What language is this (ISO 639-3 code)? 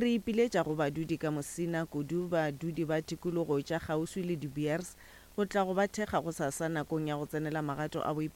nso